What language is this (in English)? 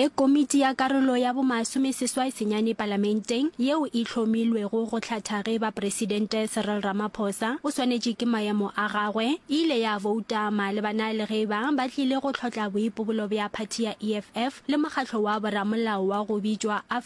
Northern Sotho